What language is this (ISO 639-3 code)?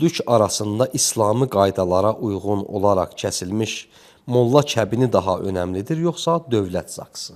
aze